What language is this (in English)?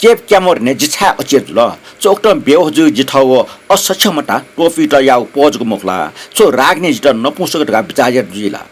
Newari